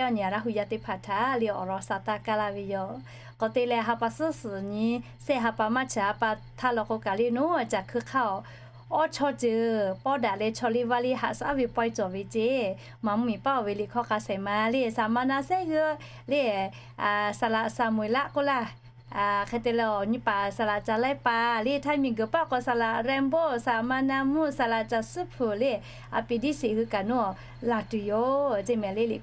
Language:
Lahu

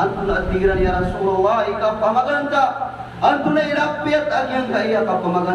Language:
Maranao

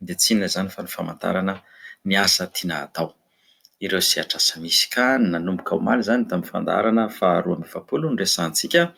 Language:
Malagasy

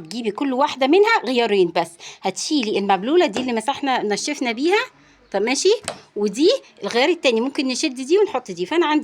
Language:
Egyptian Arabic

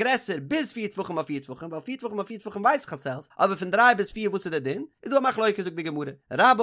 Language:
Yiddish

